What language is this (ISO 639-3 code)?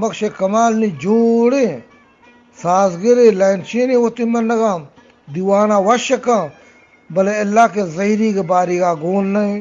bgp